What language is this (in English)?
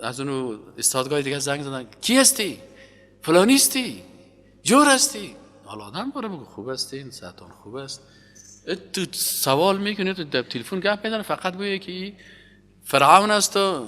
Persian